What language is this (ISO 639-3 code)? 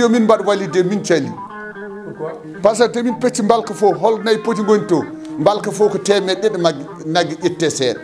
ful